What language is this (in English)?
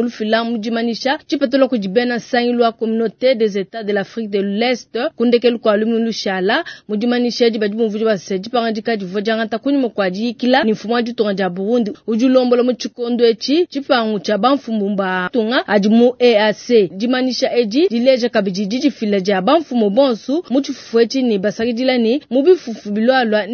Luba-Lulua